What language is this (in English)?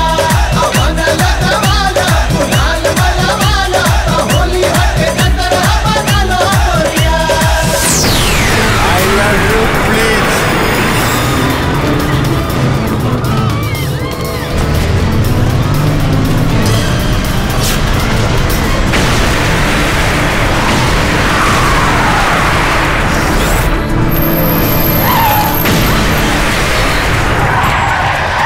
Bhojpuri